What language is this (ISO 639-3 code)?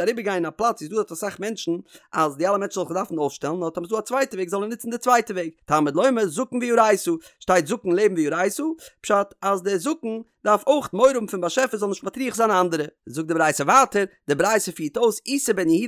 yid